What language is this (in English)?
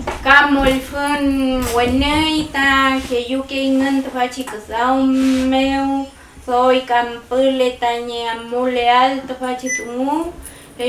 Mapuche